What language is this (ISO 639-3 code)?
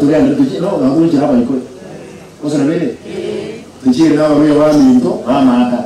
guz